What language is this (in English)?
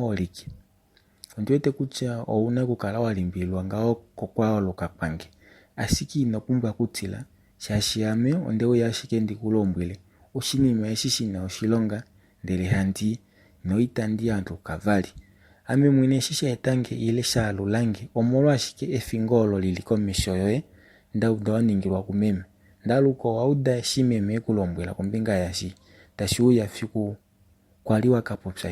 Kuanyama